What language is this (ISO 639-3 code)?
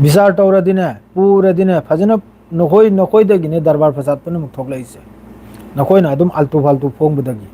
mni